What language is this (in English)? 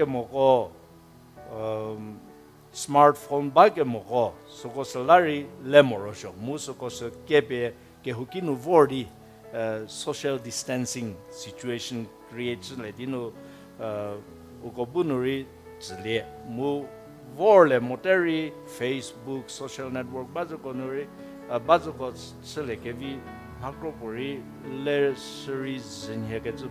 Angami Naga